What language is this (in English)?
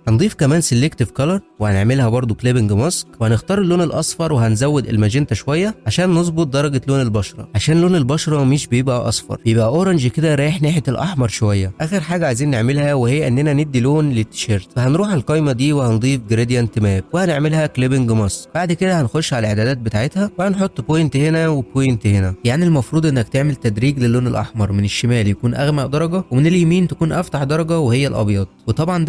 Egyptian Arabic